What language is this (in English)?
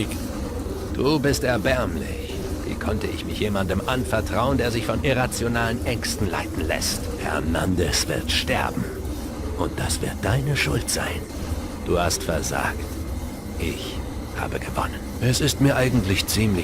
Bavarian